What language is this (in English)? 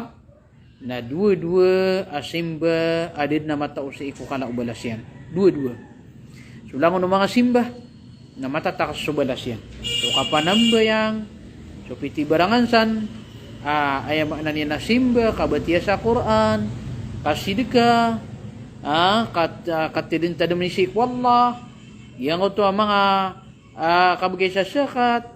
Maranao